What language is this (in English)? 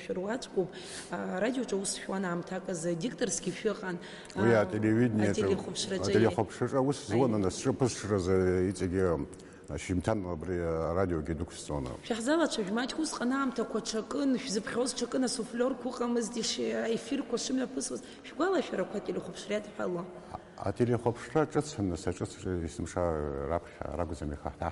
Abkhazian